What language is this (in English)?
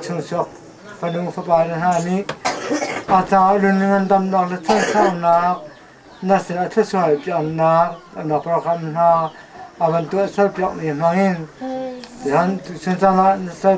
Hakha Chin